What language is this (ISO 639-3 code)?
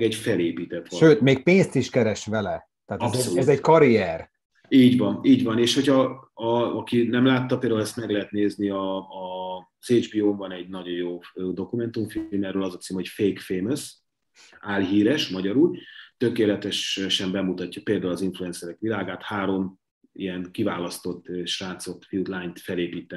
hun